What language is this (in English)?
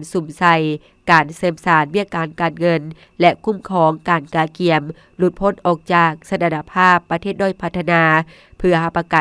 Lao